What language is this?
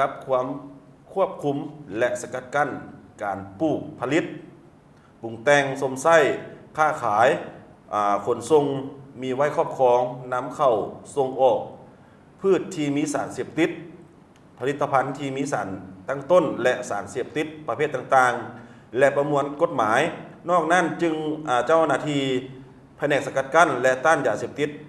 Lao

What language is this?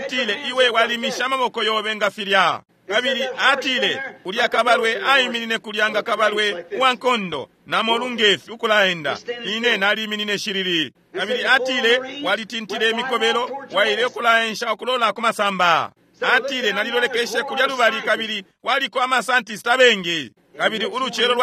Bemba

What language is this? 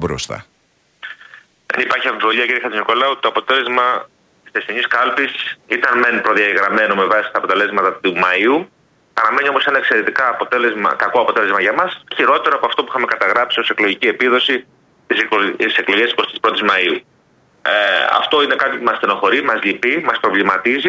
Greek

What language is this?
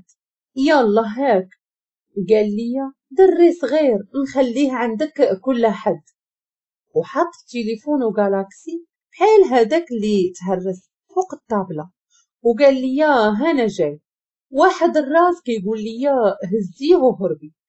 Moroccan Arabic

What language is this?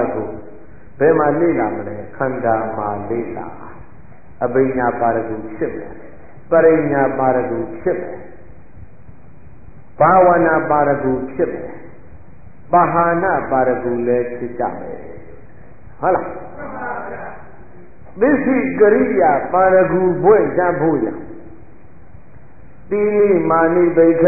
Burmese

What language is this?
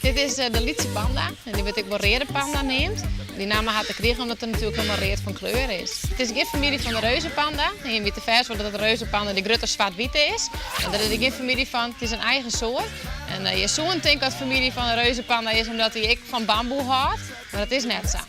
Western Frisian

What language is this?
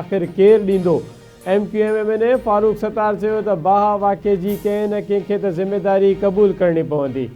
Sindhi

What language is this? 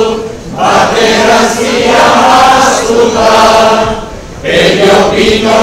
Basque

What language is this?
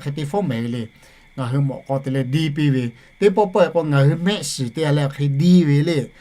Lahu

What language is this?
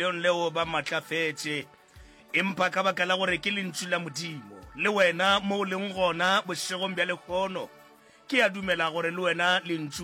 Northern Sotho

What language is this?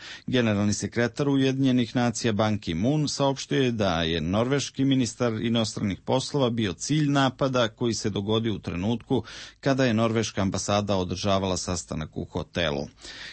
Serbian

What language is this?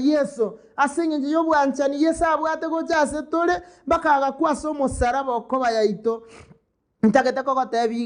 Gusii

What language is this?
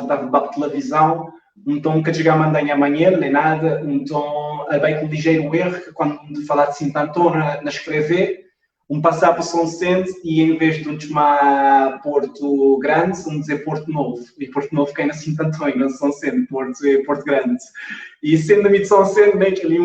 Kabuverdianu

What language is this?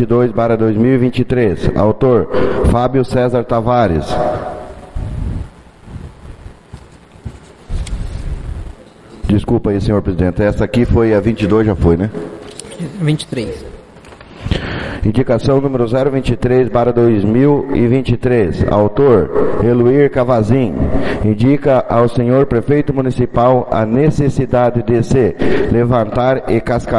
Portuguese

